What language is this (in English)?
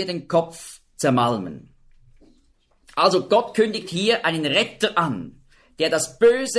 German